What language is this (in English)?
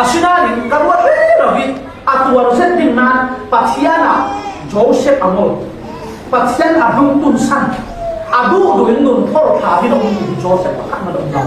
Falam Chin